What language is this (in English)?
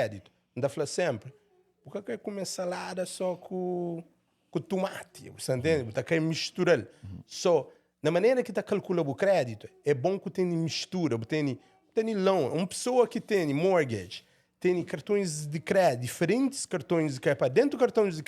Kabuverdianu